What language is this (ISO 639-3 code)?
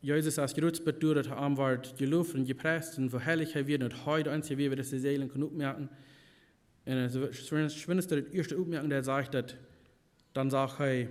pdt